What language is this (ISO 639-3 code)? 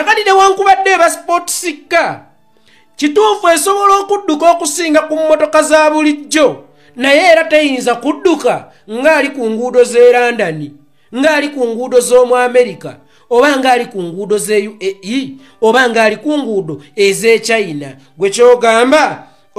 lug